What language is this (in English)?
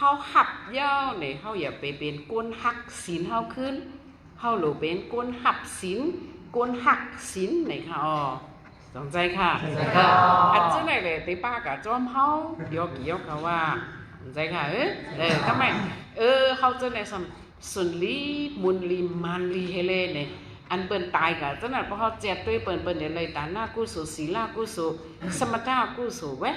Shan